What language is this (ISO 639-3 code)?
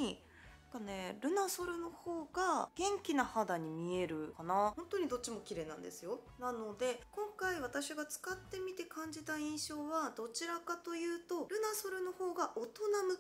jpn